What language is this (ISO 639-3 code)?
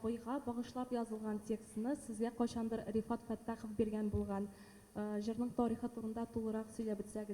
tat